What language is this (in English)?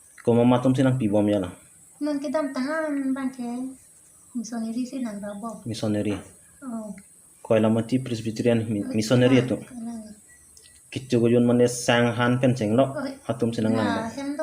Karbi